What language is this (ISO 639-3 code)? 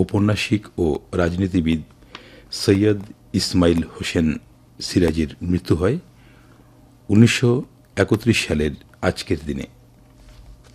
ben